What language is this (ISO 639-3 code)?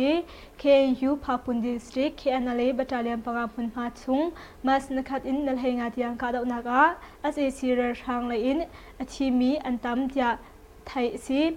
cnh